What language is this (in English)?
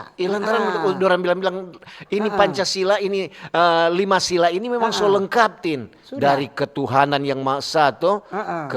Manado Malay